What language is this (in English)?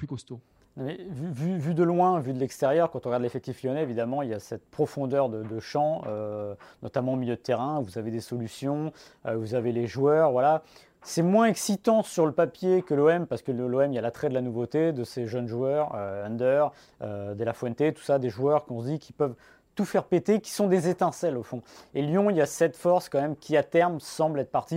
French